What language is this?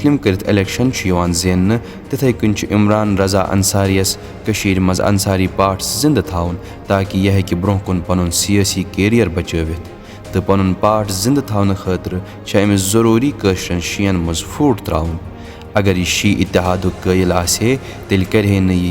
Kashmiri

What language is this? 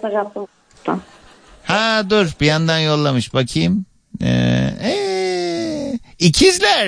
Turkish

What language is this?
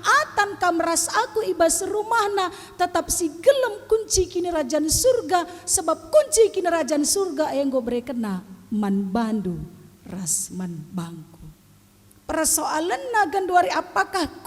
Batak Karo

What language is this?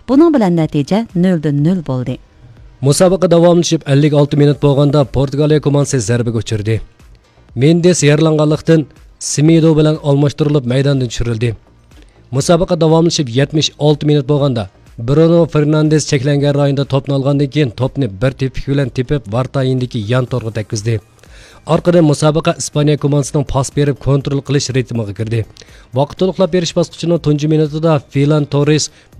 Uyghur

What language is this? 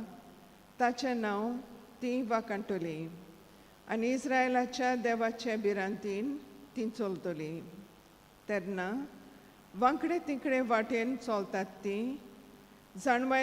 Konkani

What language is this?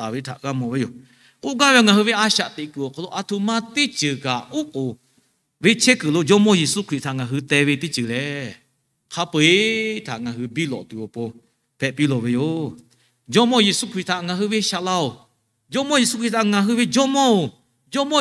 Lahu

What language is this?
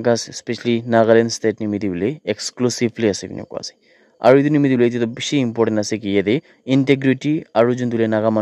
Naga Pidgin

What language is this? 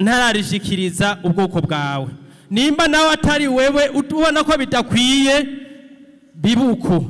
Rundi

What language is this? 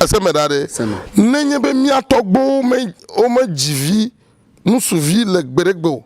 Ewe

